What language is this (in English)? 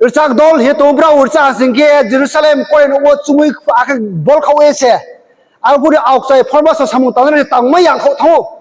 Riang (India)